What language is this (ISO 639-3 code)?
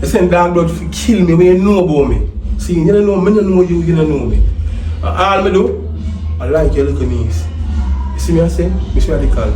jam